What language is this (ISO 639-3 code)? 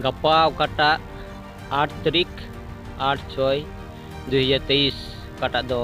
sat